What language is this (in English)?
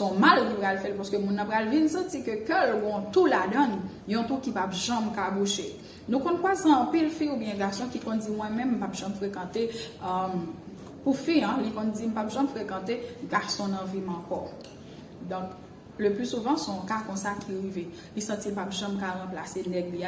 Haitian Creole